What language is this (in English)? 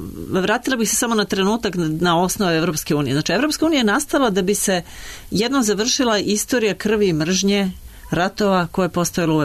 Serbian